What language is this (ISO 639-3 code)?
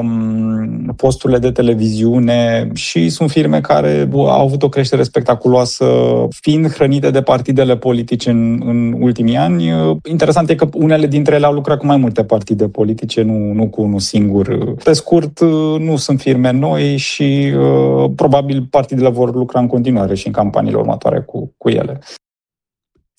ron